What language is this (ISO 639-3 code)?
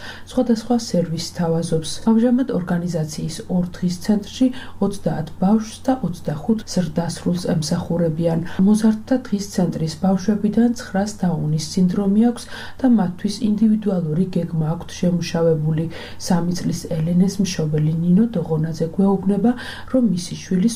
kat